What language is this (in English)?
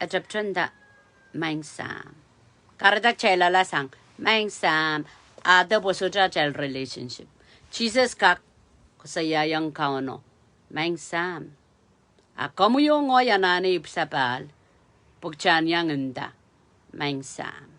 Pohnpeian